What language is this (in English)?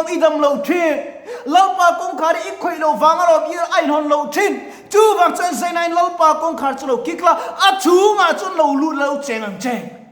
Mizo